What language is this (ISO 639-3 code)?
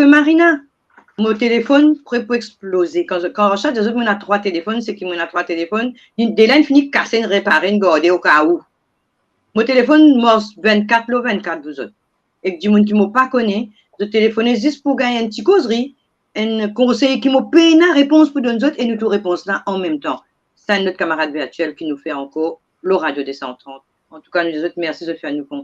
mfe